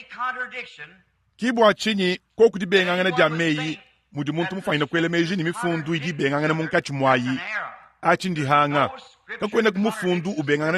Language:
Luba-Lulua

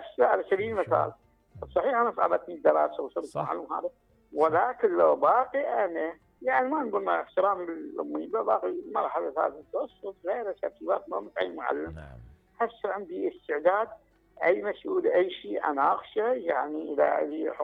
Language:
Mesopotamian Arabic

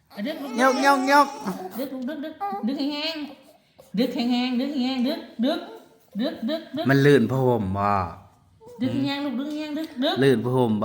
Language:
Northeastern Thai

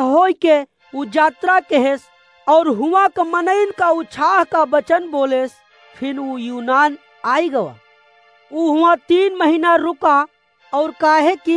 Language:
Awadhi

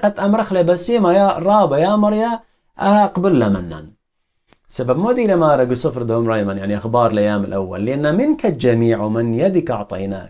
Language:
Assyrian Neo-Aramaic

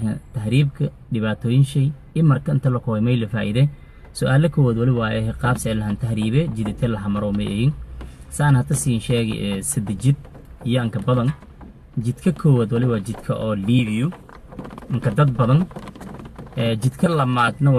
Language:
Somali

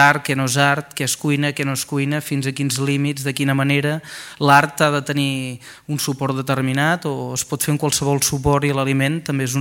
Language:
Catalan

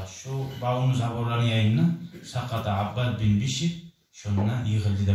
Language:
Kumyk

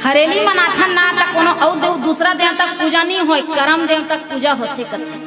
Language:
Chhattisgarhi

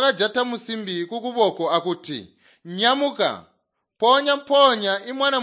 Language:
Tonga (Zambia)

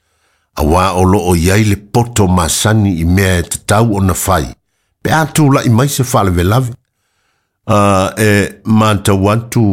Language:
Samoan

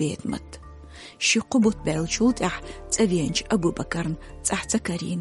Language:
Chechen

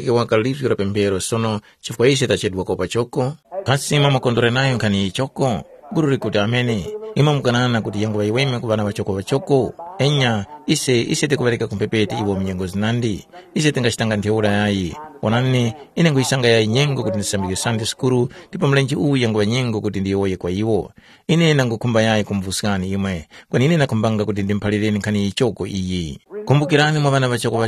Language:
Tumbuka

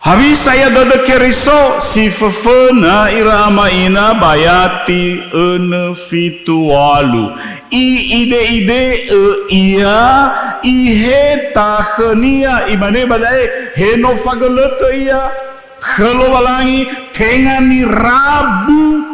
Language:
Nias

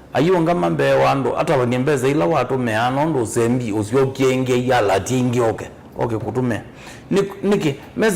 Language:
Kamba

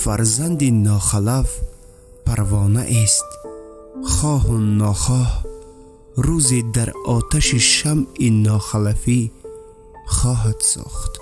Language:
Tajik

